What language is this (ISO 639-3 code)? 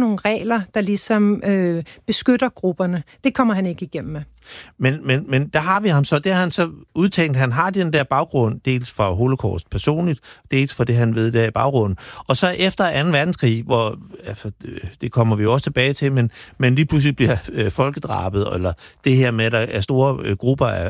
dan